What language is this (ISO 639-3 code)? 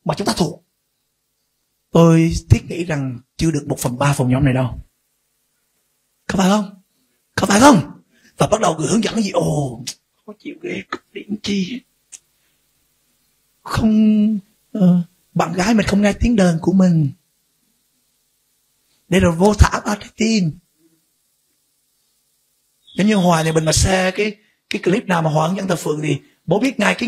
vie